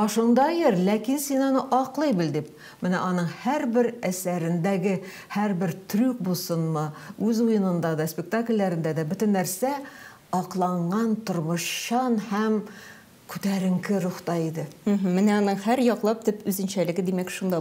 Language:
Tatar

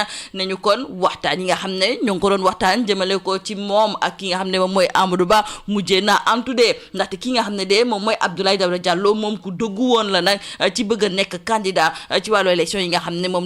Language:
Wolof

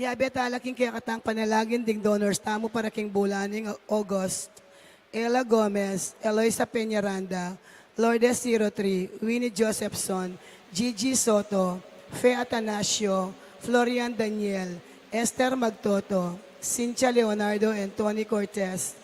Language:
Pampanga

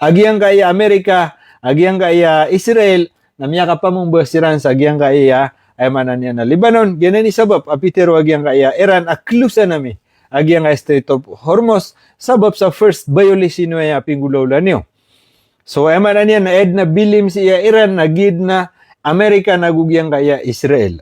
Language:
Maranao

